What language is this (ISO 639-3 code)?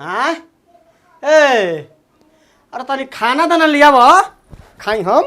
bho